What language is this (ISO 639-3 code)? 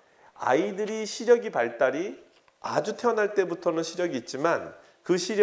kor